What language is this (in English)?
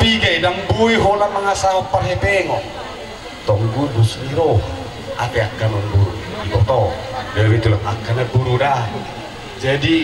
Batak Toba